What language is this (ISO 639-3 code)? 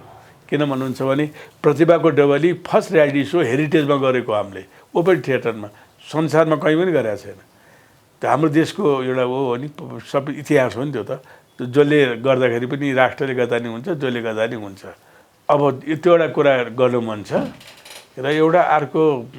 nep